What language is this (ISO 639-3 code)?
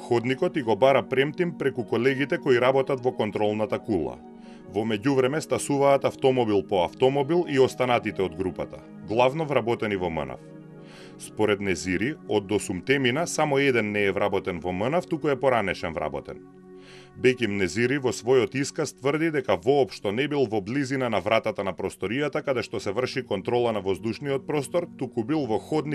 mkd